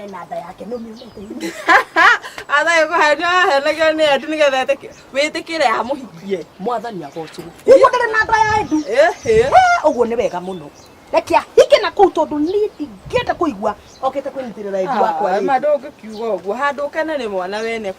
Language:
Kikuyu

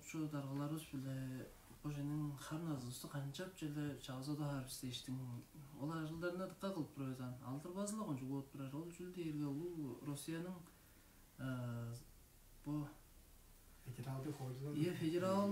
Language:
Tuvinian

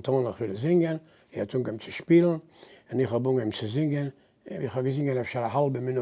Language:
Yiddish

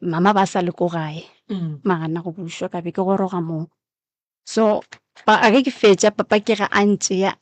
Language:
Northern Sotho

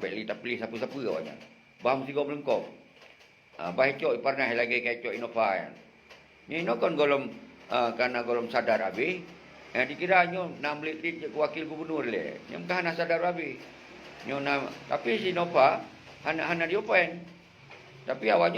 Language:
Achinese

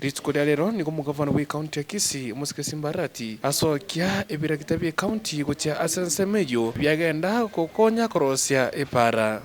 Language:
Gusii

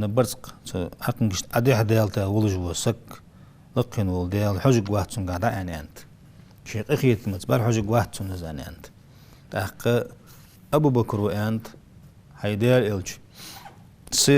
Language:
Ingush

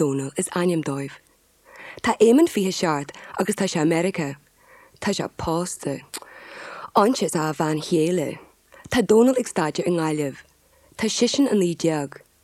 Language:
Irish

